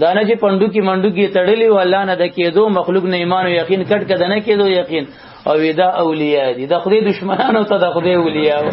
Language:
Pashto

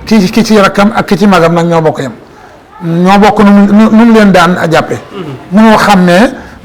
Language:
Wolof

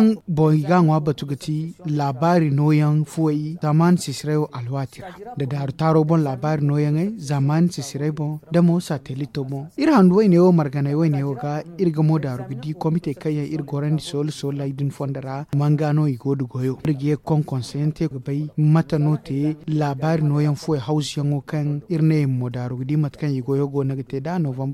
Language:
Zarma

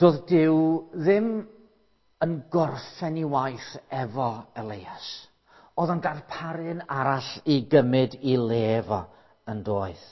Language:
Welsh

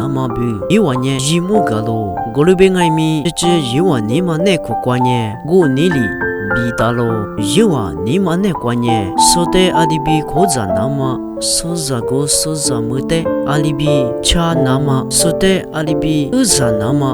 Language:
Lisu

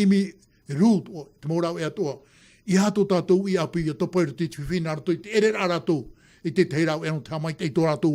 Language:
Tahitian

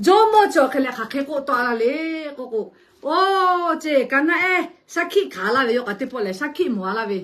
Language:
Lahu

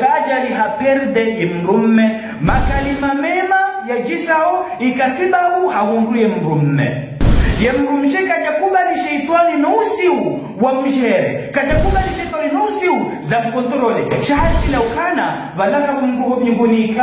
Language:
Ngazidja Comorian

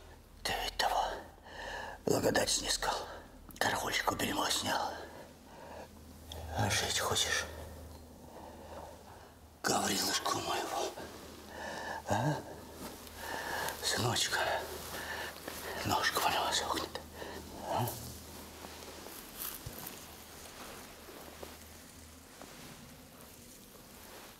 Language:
Russian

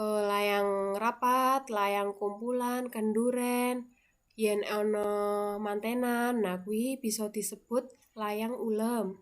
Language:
Javanese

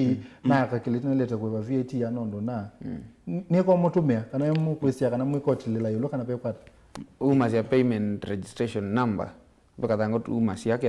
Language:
Kamba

